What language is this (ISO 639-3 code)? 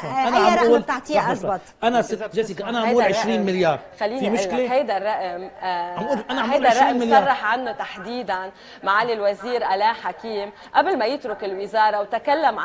apc